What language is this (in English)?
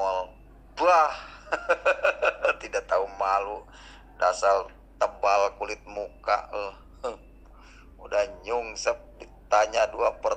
Indonesian